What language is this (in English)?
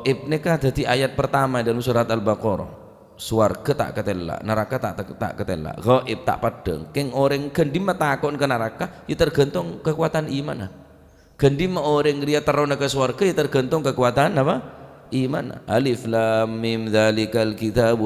Madurese